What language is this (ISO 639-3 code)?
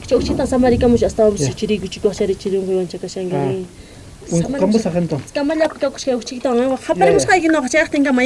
quh